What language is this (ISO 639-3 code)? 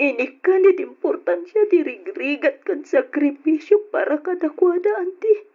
ilo